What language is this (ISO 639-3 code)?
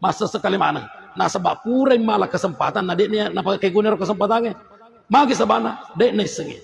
bug